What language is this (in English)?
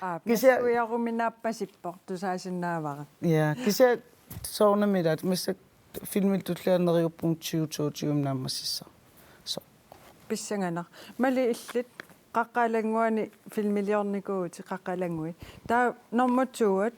Kalaallisut